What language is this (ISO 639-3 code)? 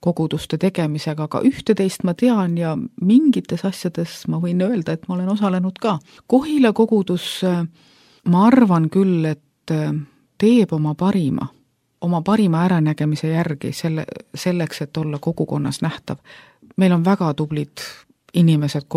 est